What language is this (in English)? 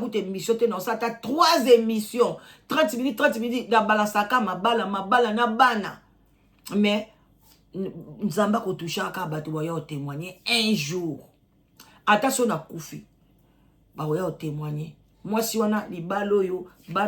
Lingala